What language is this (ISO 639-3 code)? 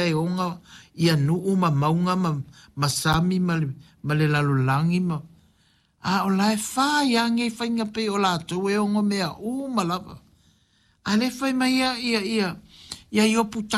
smo